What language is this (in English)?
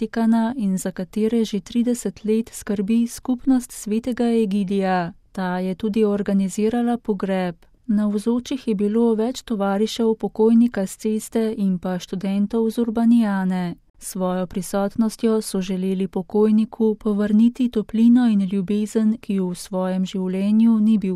Slovenian